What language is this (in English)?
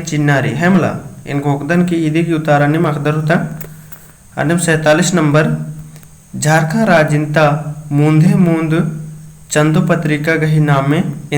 Kurukh